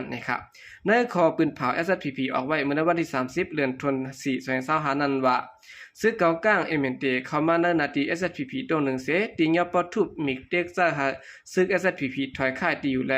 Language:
Shan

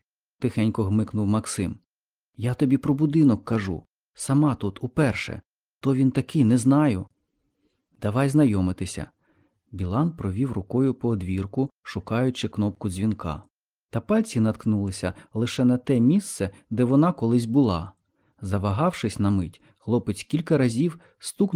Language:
Ukrainian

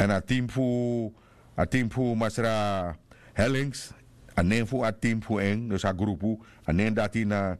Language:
Sranan Tongo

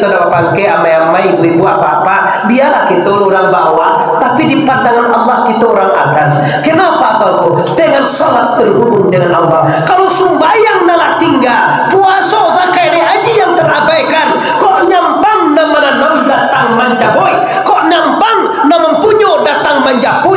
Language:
Minangkabau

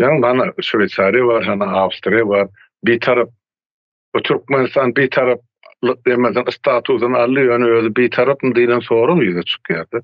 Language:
Turkmen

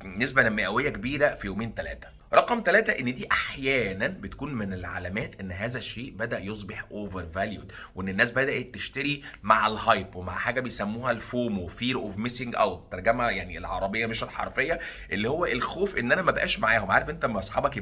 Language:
Egyptian Arabic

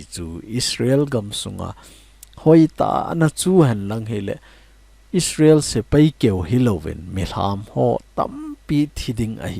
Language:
Thado Chin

